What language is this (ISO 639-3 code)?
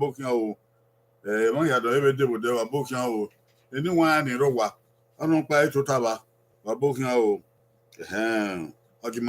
bin